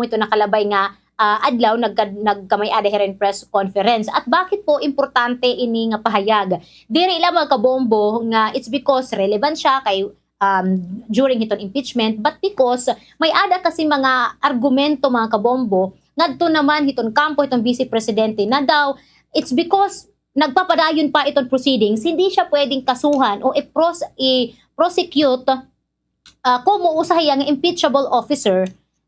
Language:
Waray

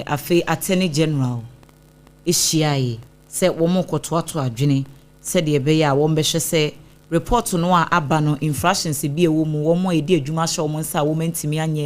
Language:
Akan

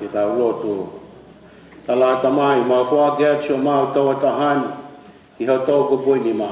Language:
Tongan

